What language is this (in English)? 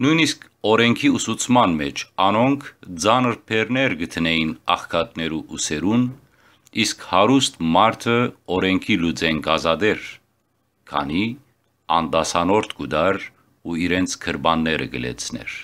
Western Armenian